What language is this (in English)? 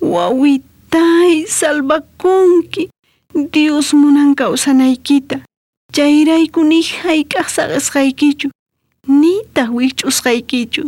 South Bolivian Quechua